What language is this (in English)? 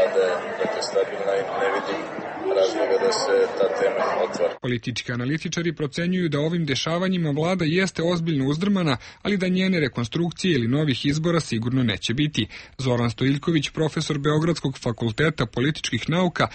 Serbian